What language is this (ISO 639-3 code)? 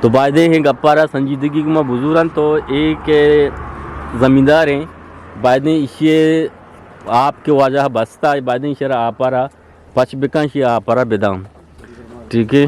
bgp